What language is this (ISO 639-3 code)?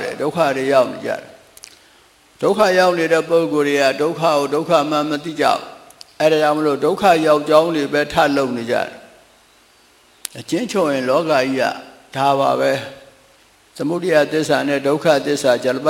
mya